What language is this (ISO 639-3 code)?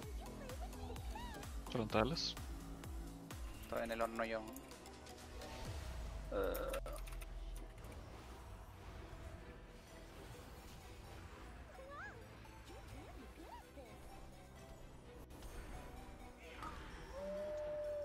spa